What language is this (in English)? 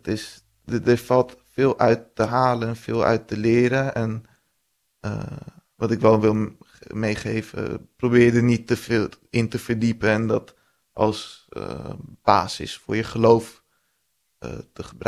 Dutch